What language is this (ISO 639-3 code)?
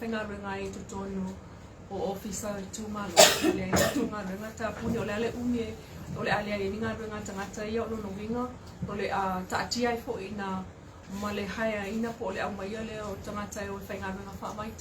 smo